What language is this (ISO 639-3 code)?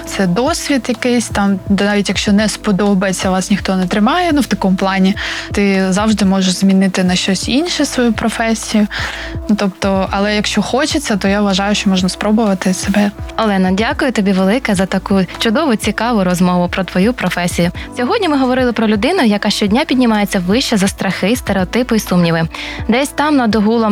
ukr